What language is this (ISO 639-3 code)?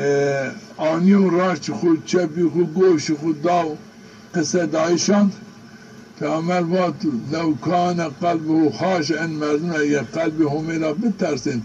zza